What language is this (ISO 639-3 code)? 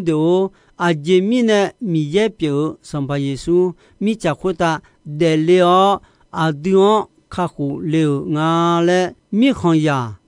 ahk